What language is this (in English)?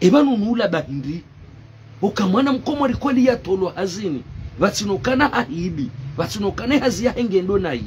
Ngazidja Comorian